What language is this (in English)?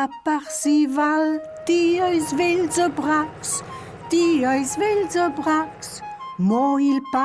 Romansh